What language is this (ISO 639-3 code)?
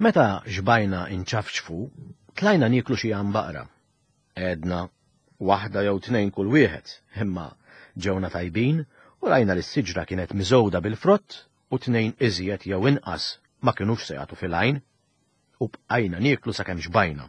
mlt